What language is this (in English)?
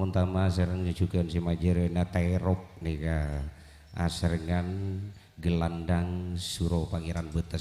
Madurese